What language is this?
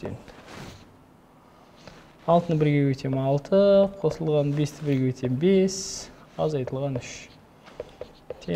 Kazakh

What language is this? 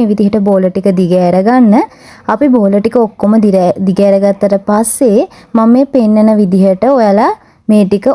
Sinhala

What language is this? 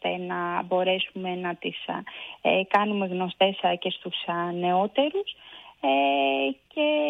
Greek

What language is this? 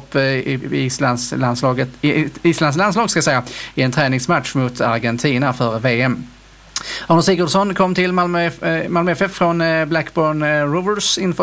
Swedish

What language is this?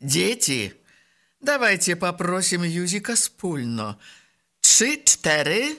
Belarusian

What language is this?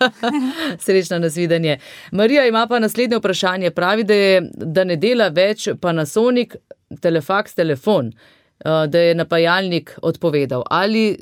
Slovenian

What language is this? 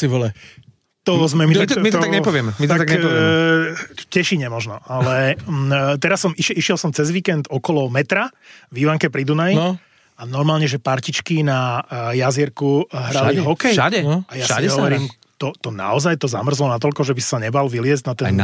Slovak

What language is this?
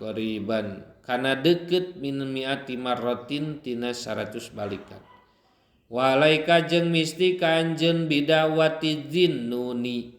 Sundanese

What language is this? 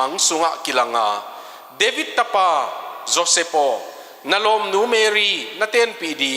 Tedim Chin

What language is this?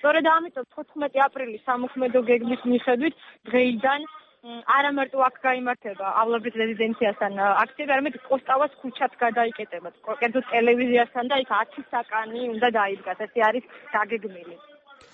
Georgian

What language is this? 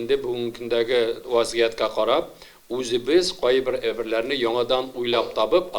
Tatar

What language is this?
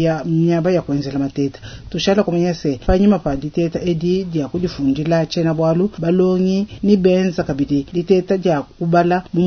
Luba-Lulua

